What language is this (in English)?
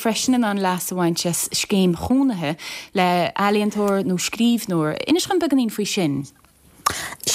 Irish